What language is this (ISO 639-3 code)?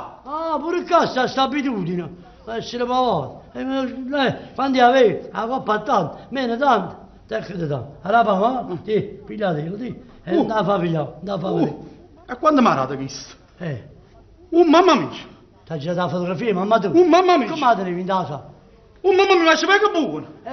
nap